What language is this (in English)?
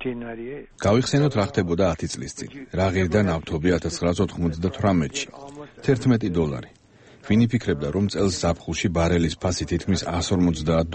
Georgian